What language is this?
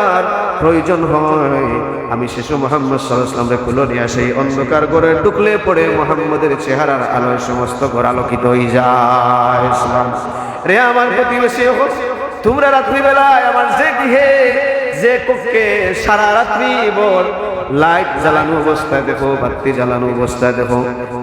Sylheti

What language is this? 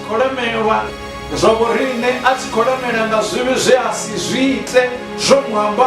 Venda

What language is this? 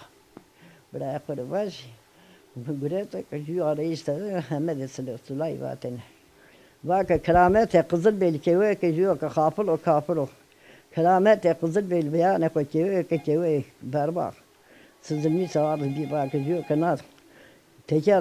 Zaza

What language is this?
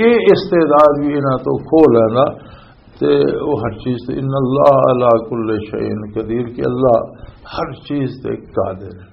Western Panjabi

